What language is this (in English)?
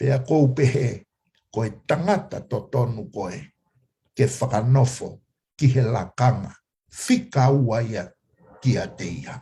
Tongan